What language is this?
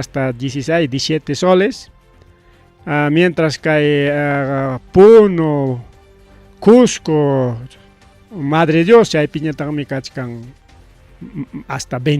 Ayacucho Quechua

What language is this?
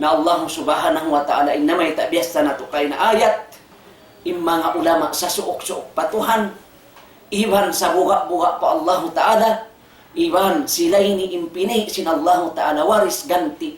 Tausug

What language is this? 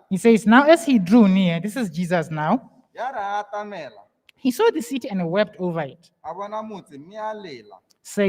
Tswana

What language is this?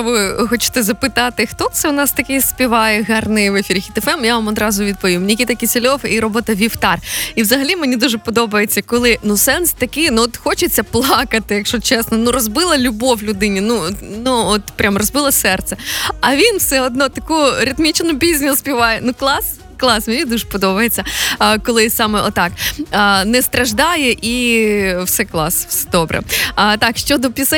Ukrainian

